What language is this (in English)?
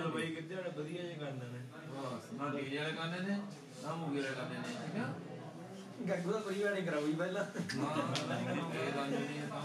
Punjabi